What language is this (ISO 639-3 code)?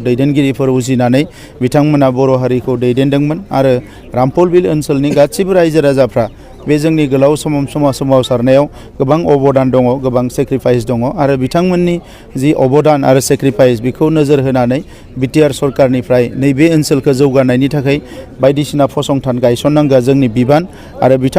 brx